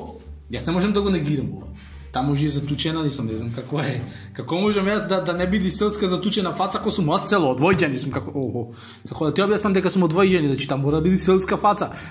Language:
Macedonian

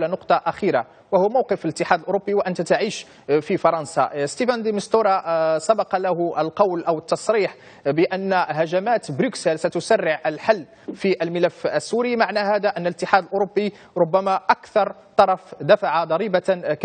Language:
Arabic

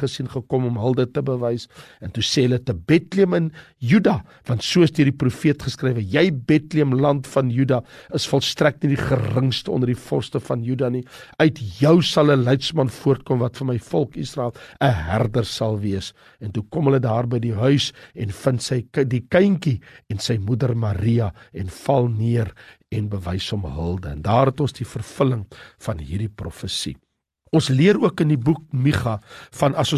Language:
Afrikaans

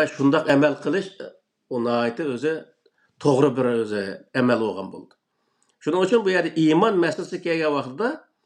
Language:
Uyghur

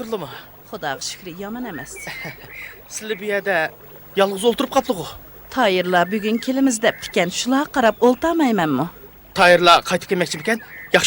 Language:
Uyghur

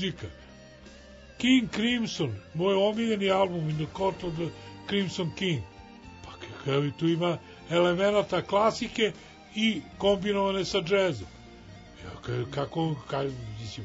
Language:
Serbian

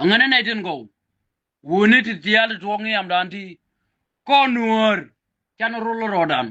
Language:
Nuer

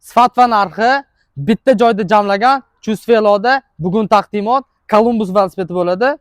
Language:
Uzbek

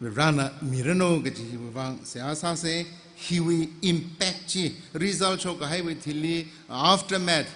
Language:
Tangkhul Naga (India)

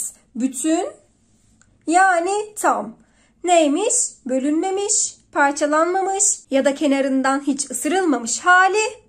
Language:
Turkish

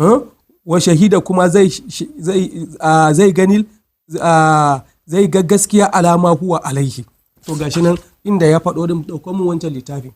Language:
Hausa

